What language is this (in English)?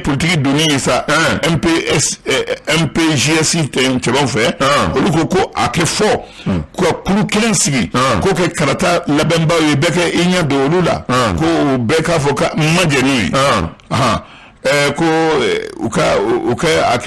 Bambara